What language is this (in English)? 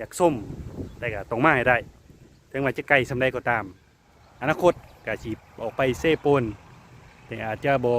Lao